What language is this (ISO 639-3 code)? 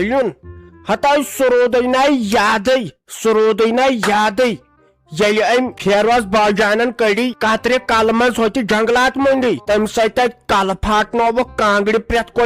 kas